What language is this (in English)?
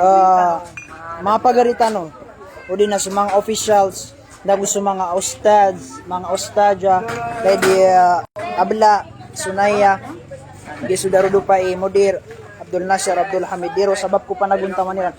Maranao